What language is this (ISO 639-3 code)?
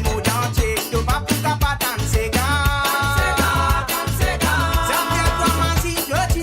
mfe